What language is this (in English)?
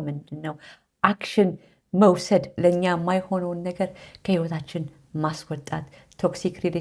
Amharic